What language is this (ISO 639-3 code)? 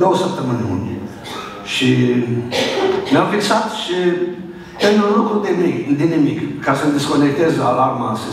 ron